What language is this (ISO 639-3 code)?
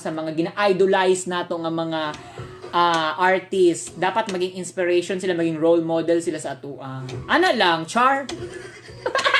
ceb